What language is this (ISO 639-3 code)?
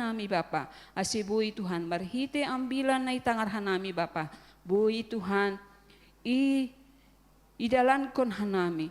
bts